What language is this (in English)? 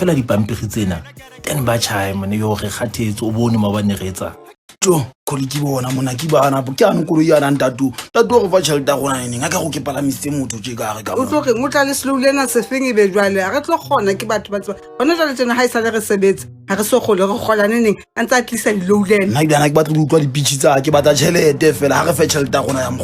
Southern Sotho